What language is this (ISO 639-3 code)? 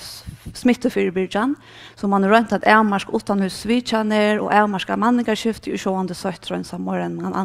fao